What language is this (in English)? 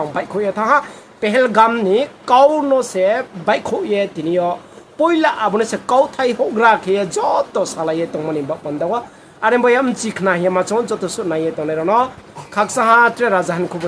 Riang (India)